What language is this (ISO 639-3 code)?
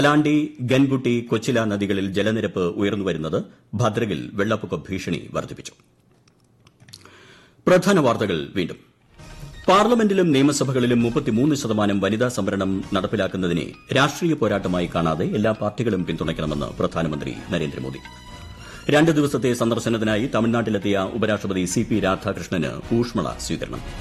mal